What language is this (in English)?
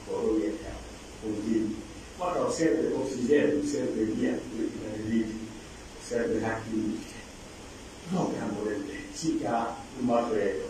Pular